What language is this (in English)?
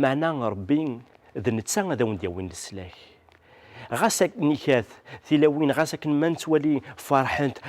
Kabyle